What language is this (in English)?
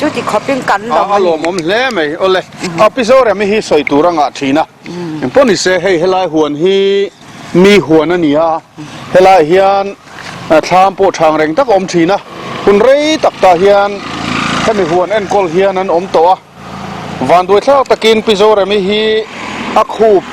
Mizo